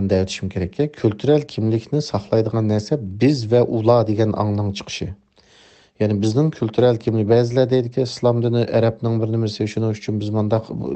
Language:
Uyghur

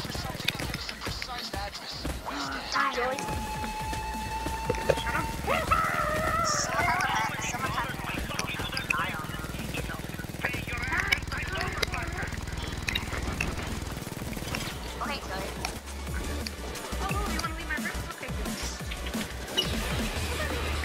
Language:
English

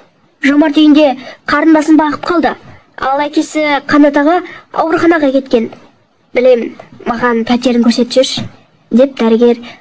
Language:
Kazakh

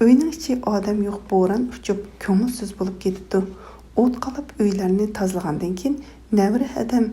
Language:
Uyghur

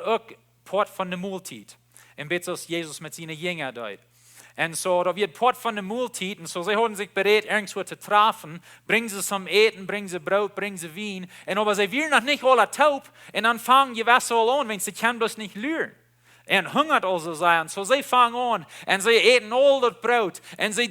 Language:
Plautdietsch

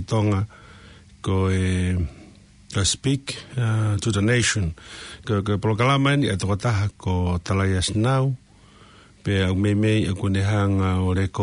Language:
Tongan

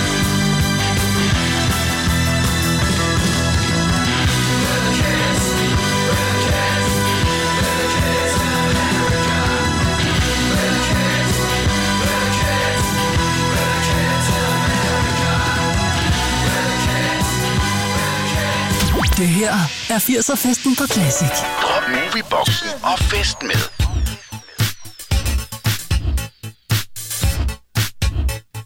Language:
Danish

